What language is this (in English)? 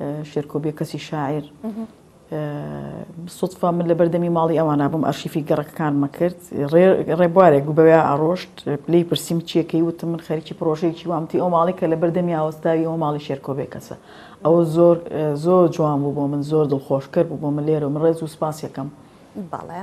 Central Kurdish